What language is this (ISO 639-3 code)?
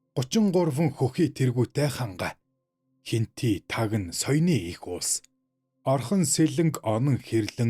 mon